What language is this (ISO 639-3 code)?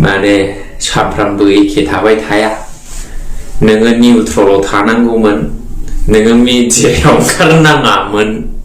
brx